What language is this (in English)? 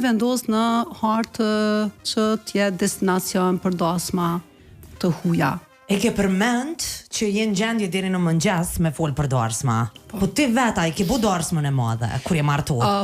Albanian